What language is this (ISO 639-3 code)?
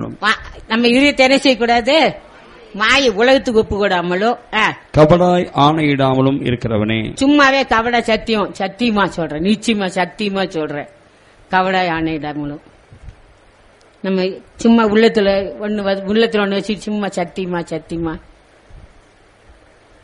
tam